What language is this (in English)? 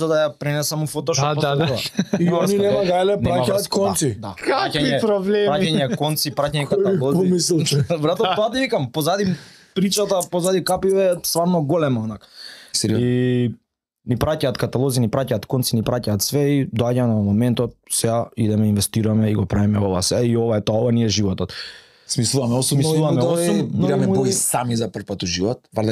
Macedonian